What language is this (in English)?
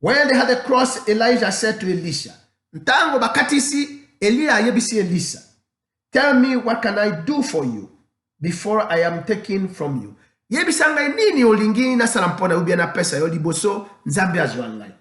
Lingala